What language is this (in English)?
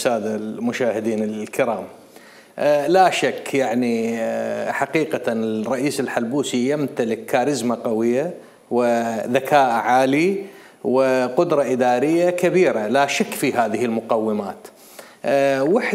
Mesopotamian Arabic